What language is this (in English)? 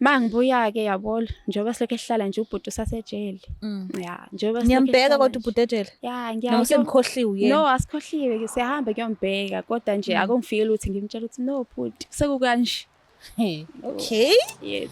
Zulu